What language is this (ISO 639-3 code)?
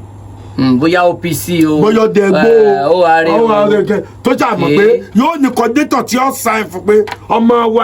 yor